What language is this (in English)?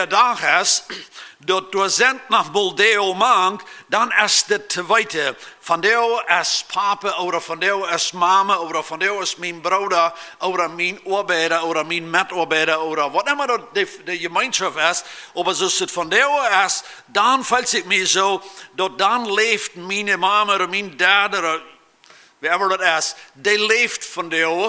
Plautdietsch